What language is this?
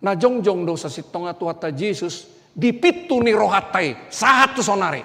Batak Toba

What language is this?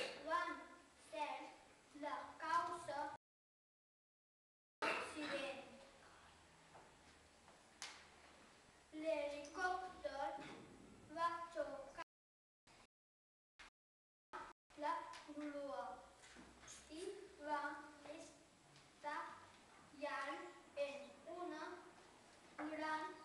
Catalan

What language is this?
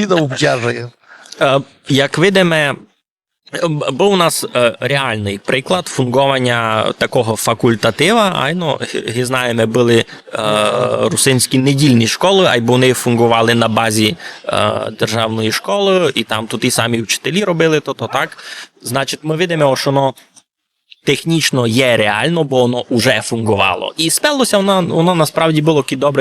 Rusyn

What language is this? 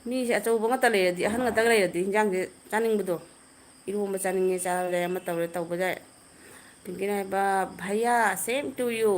Manipuri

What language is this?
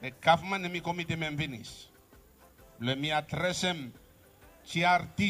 Bislama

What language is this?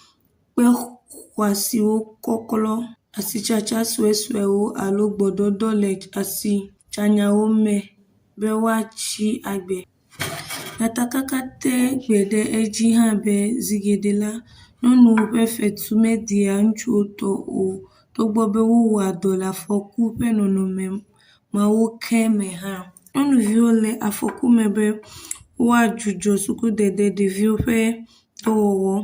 Ewe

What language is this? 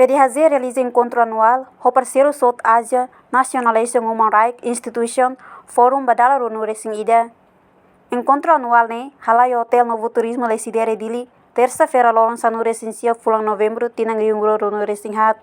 Tetum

